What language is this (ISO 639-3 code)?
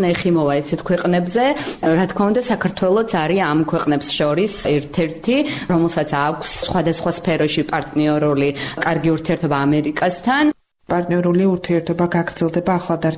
kat